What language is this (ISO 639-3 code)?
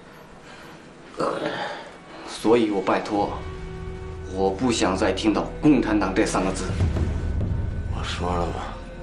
zho